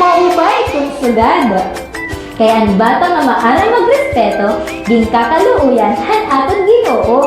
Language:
Waray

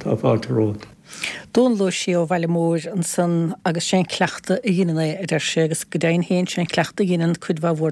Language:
Irish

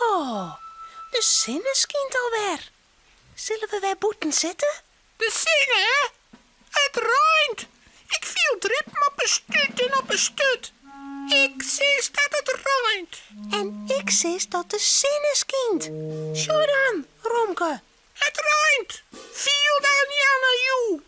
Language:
Western Frisian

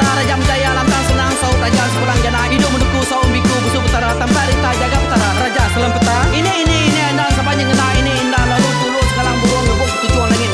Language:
Iban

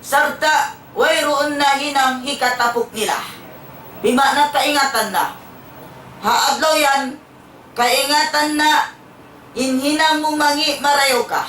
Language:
Tausug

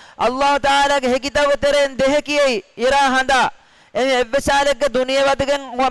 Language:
Divehi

